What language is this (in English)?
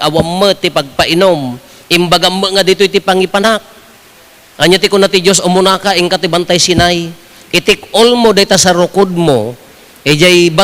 Iloko